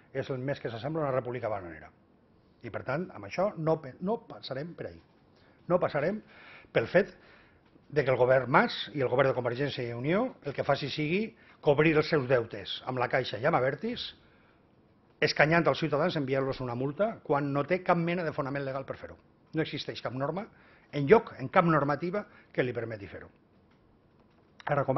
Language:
Catalan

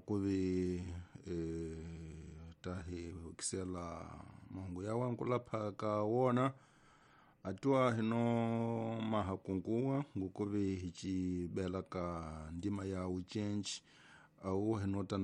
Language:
Tsonga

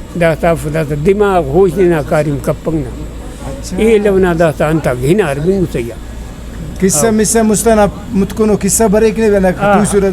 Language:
Brahui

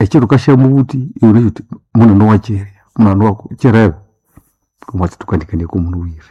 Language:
Nande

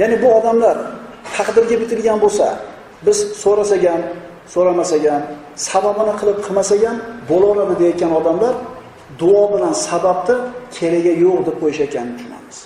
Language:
Uzbek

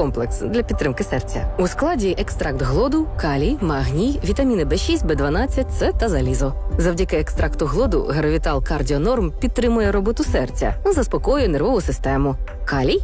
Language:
Ukrainian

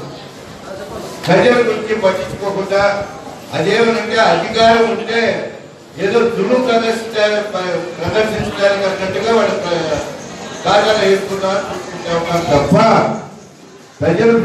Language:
Telugu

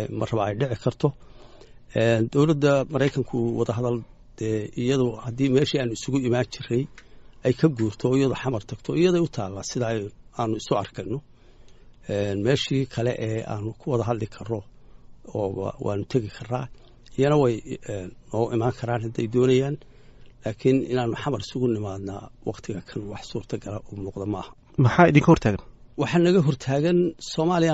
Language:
Somali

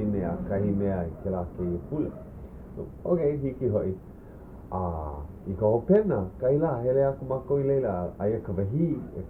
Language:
Hawaiian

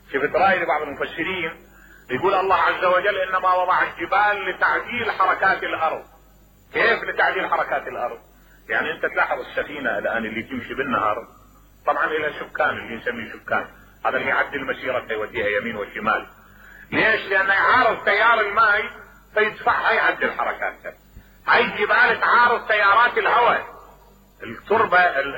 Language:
Mesopotamian Arabic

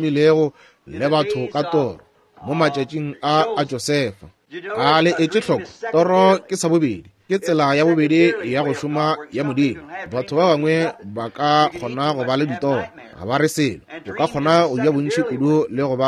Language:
Northern Sotho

